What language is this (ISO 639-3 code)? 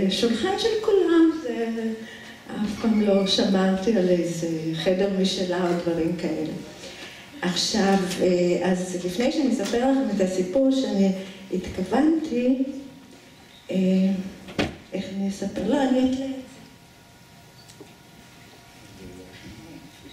heb